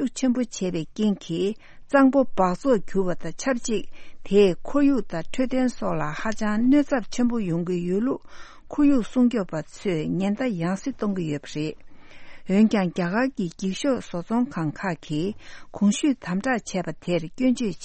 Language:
Tibetan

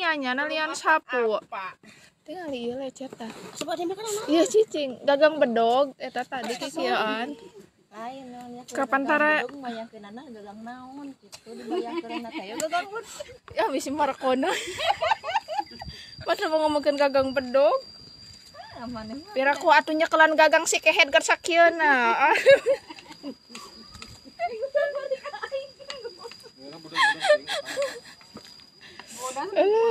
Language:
Sundanese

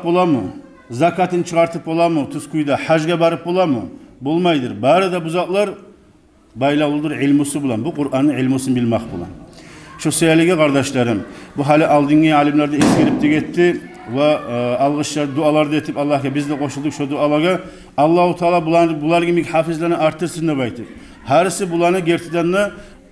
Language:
Kumyk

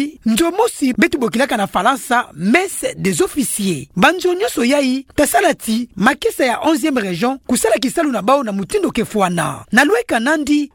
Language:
Kituba (Democratic Republic of Congo)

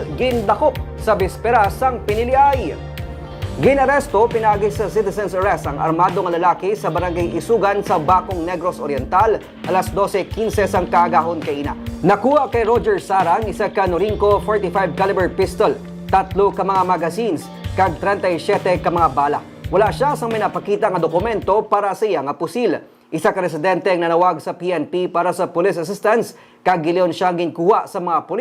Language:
Hiligaynon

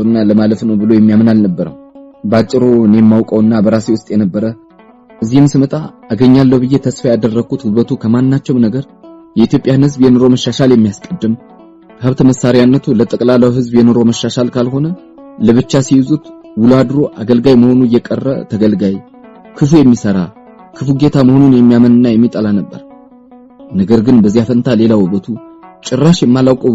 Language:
Amharic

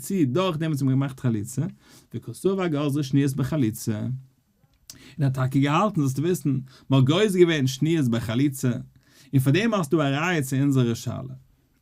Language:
Yiddish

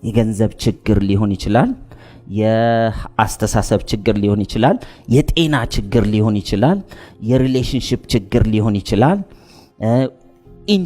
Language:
Amharic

